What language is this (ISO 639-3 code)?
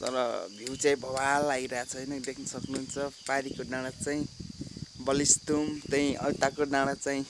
nep